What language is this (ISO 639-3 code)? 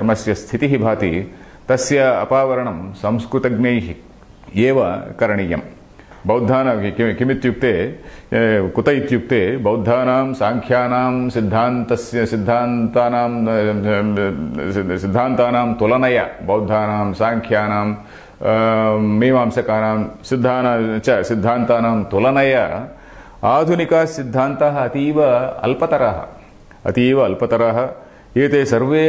san